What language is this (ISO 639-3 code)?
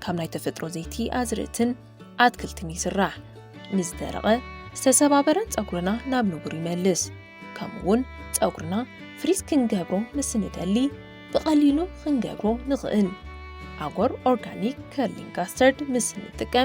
tir